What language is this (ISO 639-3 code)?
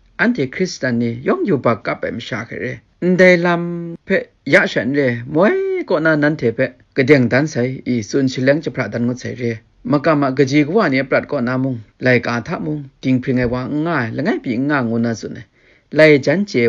kac